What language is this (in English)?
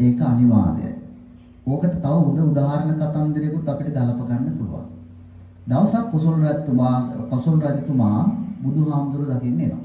Sinhala